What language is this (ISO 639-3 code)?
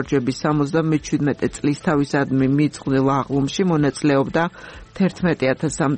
kat